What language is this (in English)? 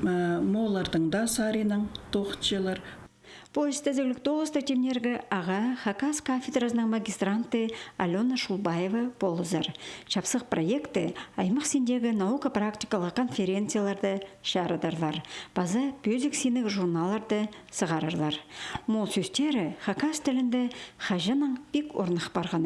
Khakas